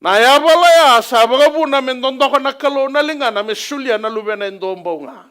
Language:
Fijian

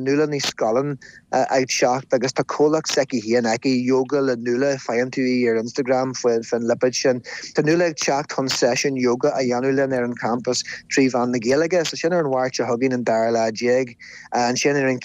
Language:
Irish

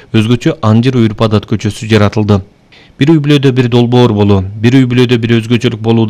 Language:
Kyrgyz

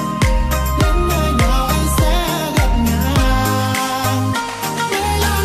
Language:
Vietnamese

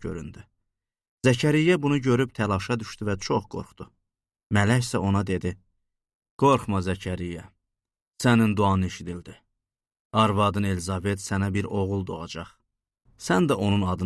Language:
Azerbaijani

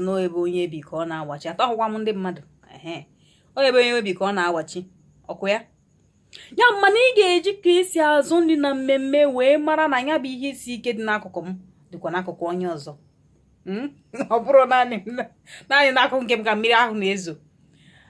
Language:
Igbo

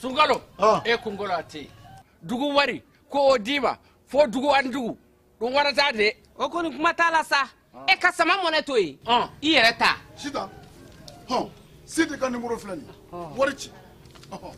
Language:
Bambara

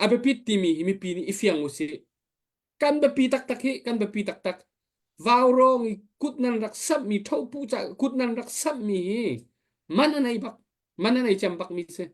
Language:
Hakha Chin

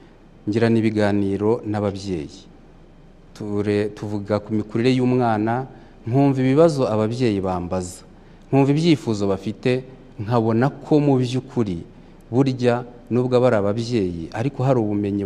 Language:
Kinyarwanda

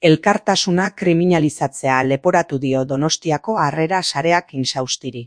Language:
Basque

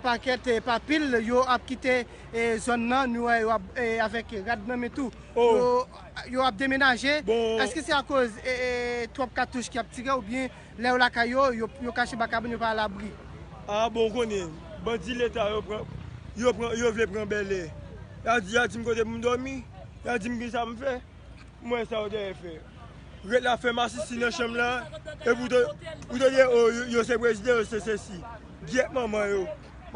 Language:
Haitian Creole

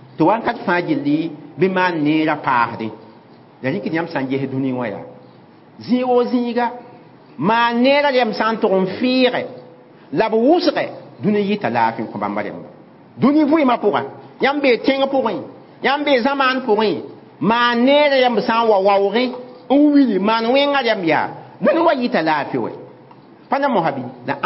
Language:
Mossi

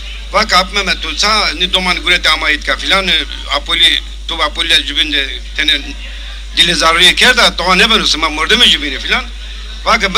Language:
Zaza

